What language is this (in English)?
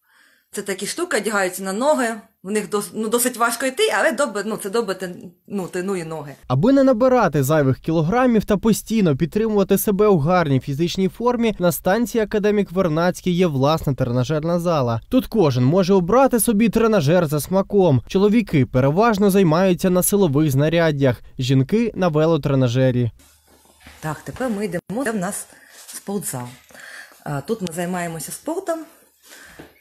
Ukrainian